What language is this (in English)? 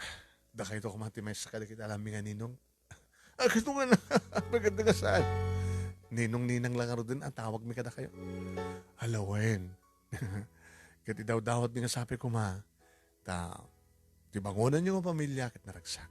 Iloko